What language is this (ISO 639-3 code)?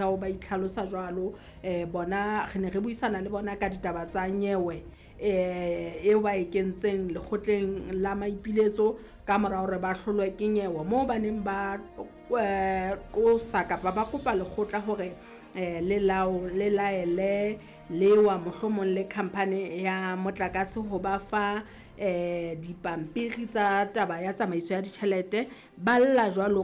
sot